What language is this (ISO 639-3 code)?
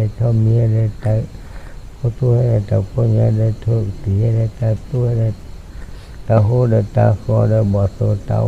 ksw